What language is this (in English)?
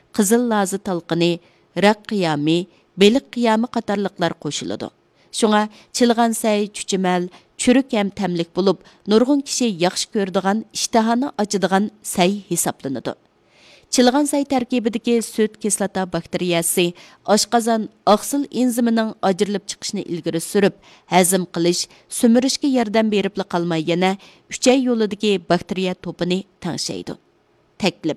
Uyghur